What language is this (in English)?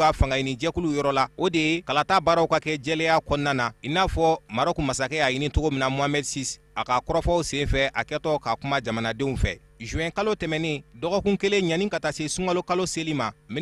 Bambara